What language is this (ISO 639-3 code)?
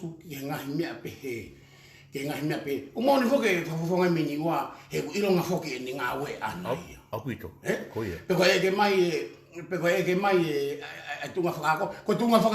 ton